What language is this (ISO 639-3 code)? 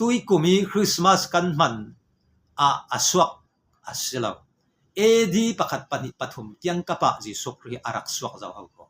cfm